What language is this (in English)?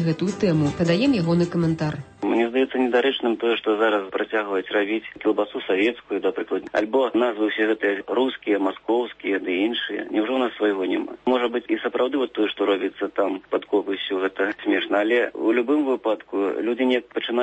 Belarusian